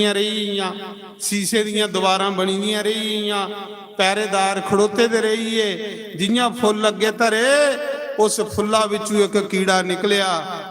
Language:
Dogri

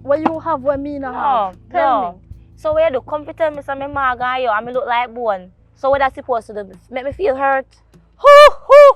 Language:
Jamaican Creole English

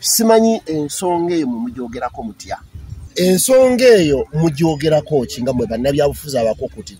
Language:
Ganda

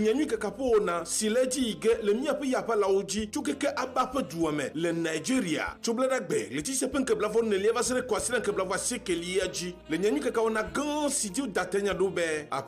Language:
Ewe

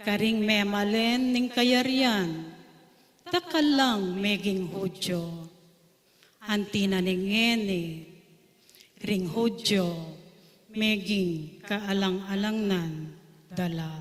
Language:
Pampanga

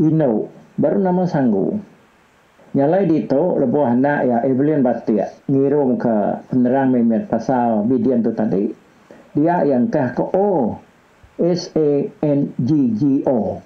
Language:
Iban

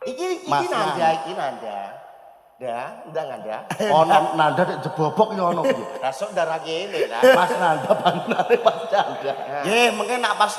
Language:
Javanese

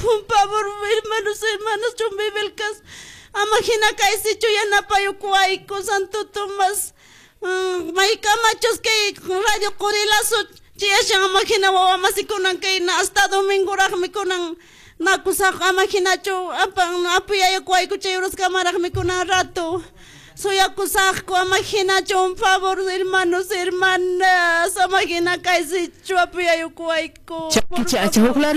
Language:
Quechua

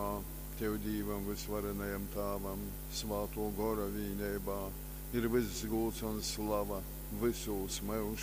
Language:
Latgalian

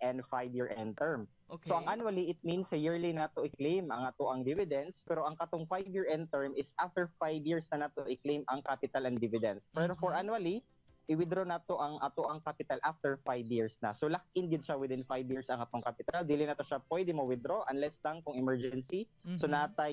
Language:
Cebuano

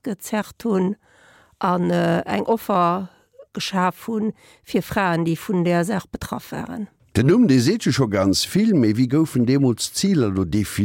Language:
Luxembourgish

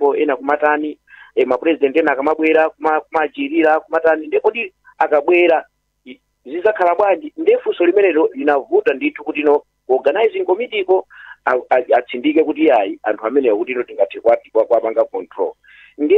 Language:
Nyanja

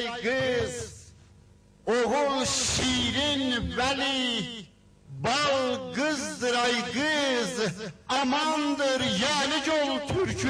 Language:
South Azerbaijani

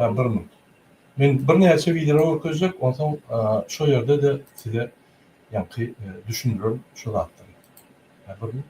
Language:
Turkmen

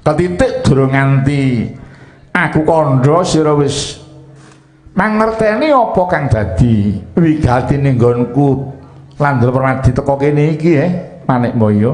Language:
Javanese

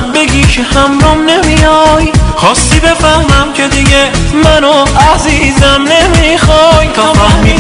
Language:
Persian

